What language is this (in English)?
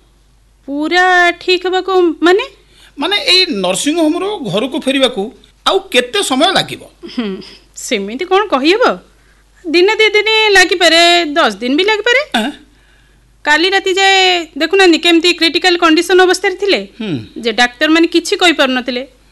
Odia